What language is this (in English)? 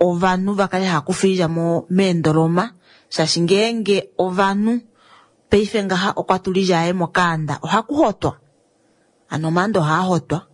Kuanyama